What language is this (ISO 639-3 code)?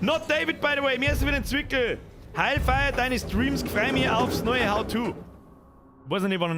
bar